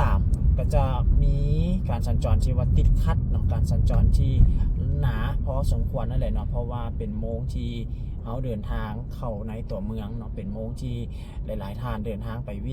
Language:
Lao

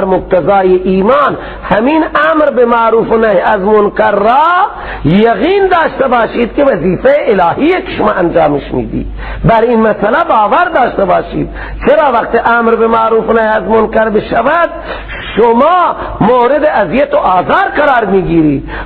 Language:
Persian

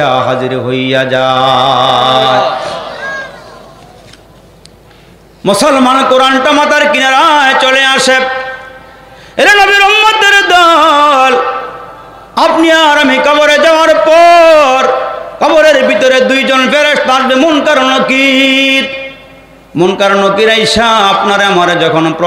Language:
Bangla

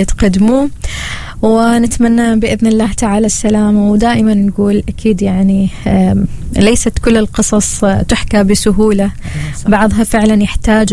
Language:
Arabic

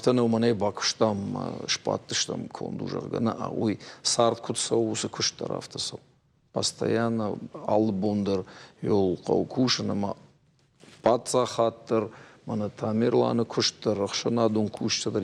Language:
Ossetic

